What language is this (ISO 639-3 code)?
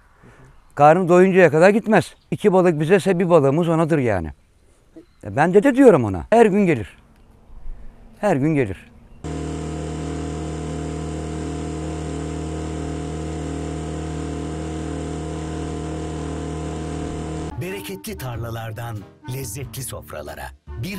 tur